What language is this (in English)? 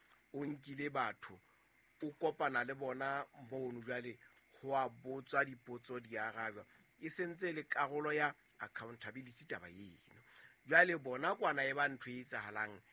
Southern Sotho